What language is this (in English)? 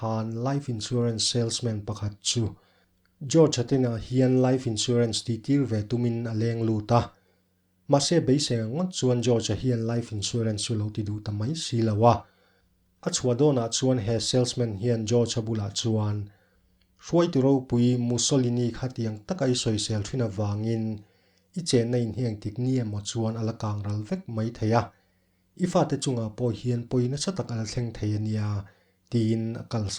Mizo